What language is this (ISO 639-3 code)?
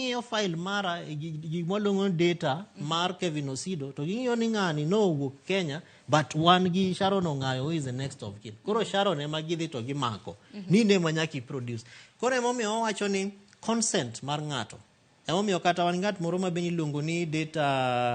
luo